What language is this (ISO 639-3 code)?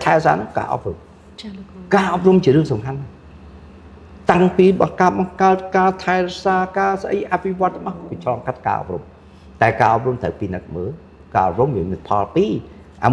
khm